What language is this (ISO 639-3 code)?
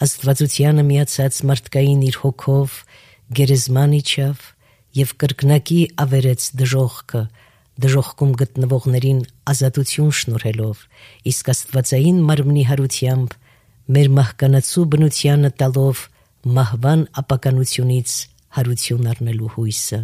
hye